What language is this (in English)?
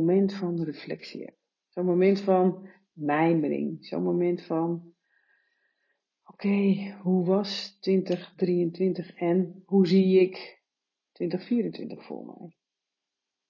Dutch